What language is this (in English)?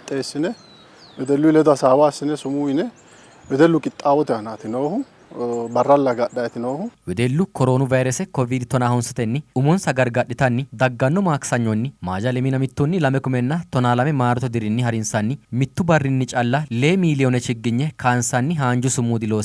Sidamo